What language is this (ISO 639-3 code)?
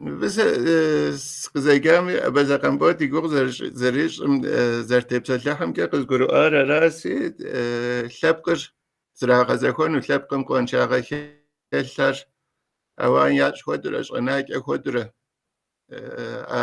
kbd